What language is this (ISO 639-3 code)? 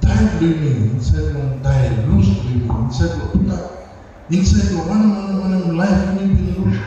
tpi